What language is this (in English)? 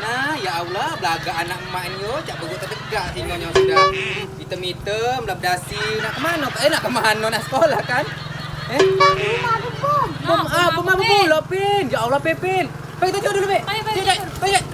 Musi